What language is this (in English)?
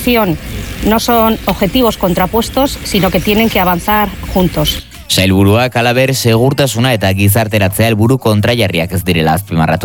Basque